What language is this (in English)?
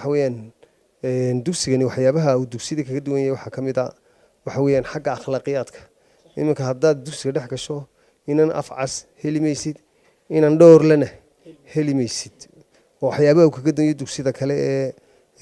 Somali